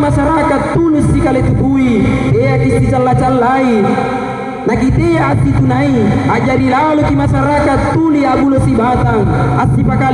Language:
Makasar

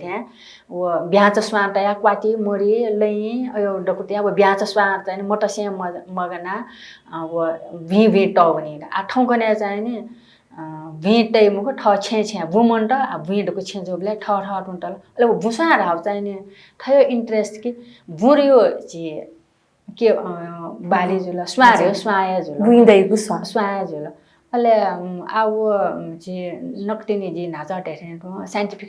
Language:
Newari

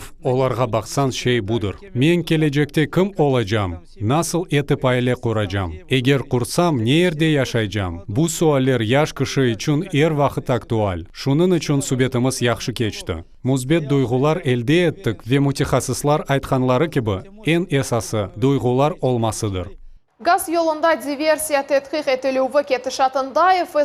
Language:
Crimean Tatar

